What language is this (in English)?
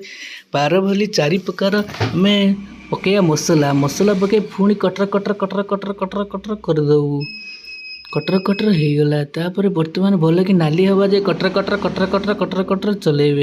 Odia